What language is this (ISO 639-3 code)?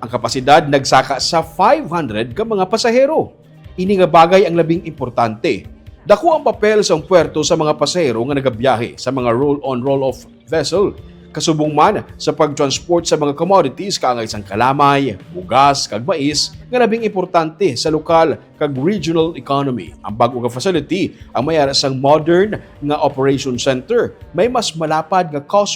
hil